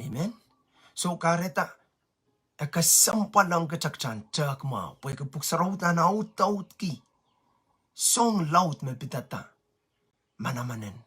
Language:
Pohnpeian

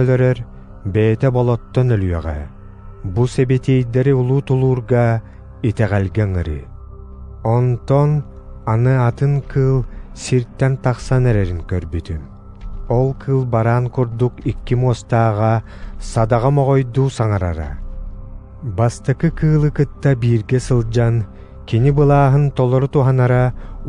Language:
Yakut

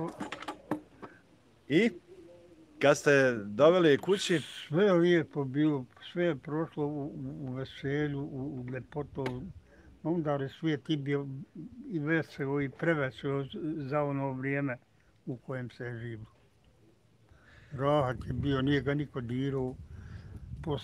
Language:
Bosnian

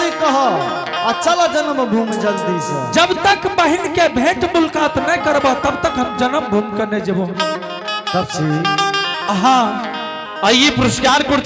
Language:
Angika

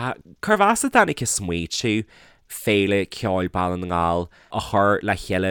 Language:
Irish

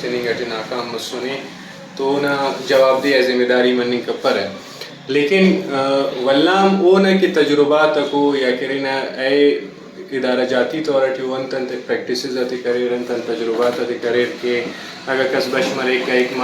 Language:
Brahui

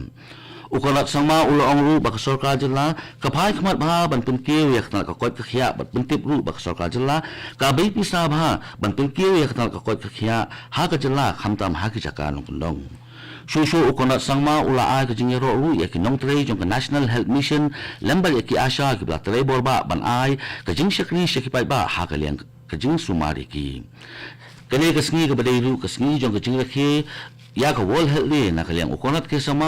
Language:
Khasi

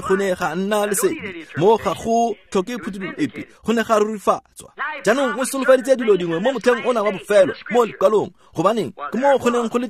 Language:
Tswana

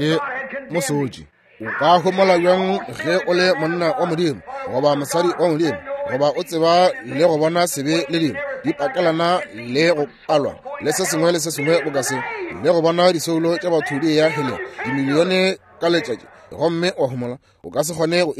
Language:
Northern Sotho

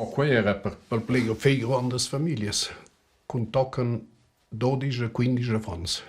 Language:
Romansh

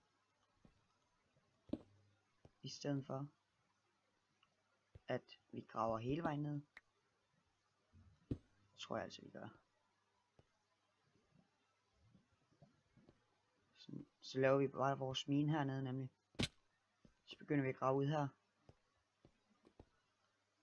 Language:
Danish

